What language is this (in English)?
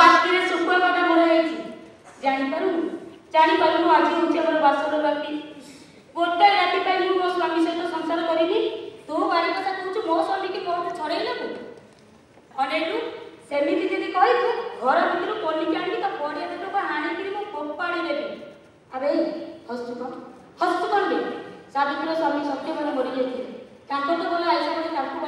Odia